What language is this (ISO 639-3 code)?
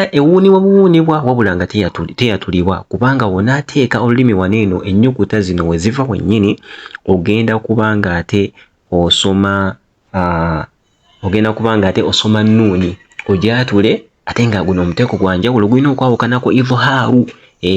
lug